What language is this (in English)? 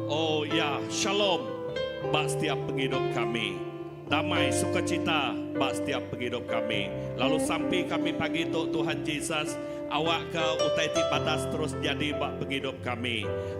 Iban